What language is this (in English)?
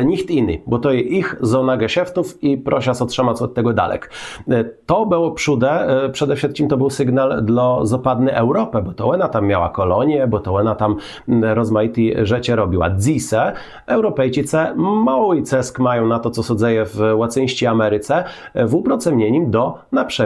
Kashubian